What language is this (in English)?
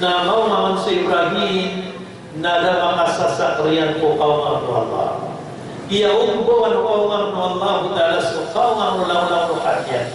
Maranao